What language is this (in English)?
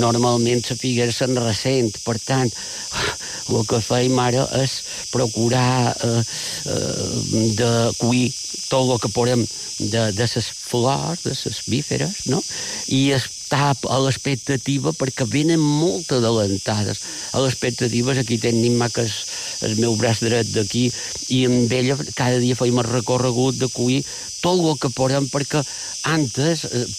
Catalan